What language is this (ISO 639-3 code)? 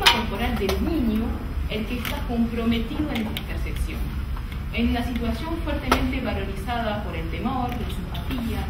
spa